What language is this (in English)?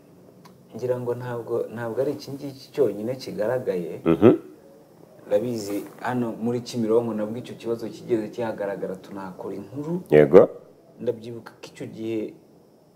Kinyarwanda